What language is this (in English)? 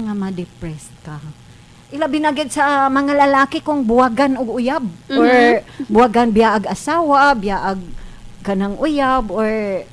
Cebuano